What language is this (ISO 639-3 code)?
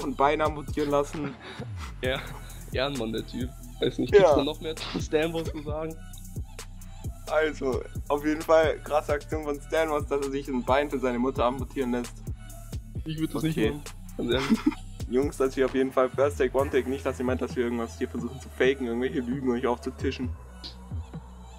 deu